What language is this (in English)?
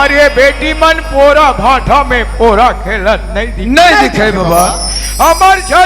Chhattisgarhi